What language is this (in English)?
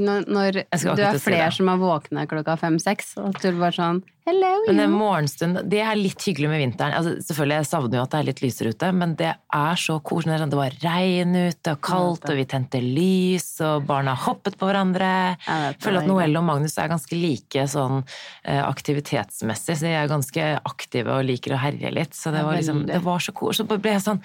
Norwegian